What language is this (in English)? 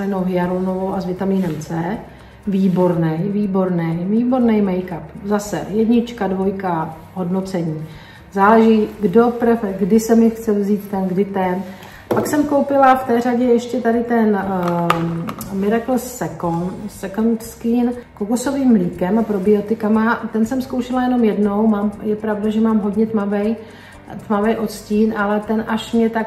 Czech